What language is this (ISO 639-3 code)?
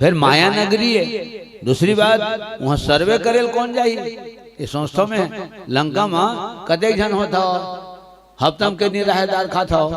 hne